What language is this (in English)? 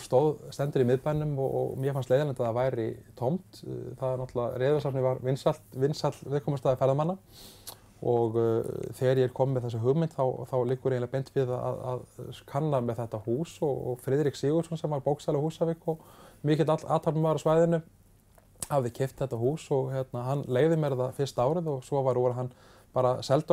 Icelandic